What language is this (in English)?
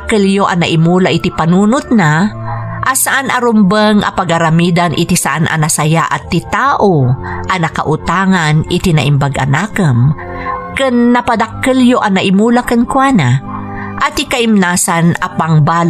Iloko